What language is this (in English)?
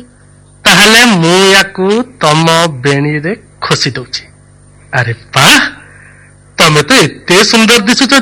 Odia